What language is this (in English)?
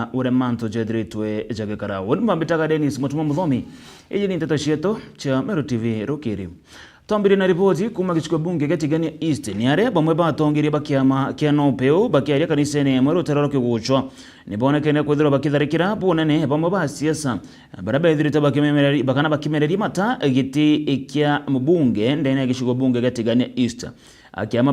Meru